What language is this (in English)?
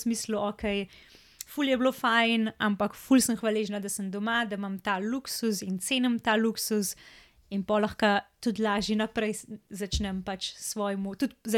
Slovenian